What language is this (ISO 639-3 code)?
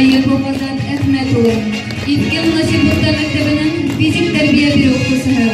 bak